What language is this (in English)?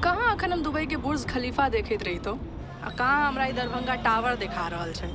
Maithili